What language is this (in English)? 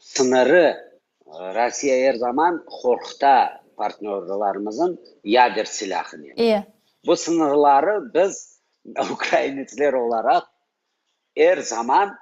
Crimean Tatar